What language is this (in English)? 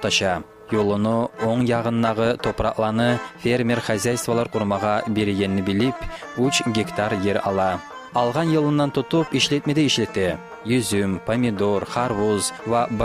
Kumyk